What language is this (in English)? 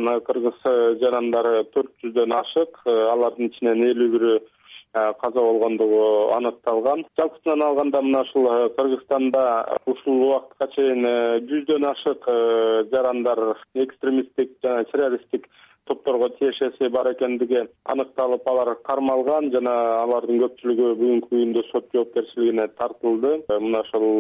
Kyrgyz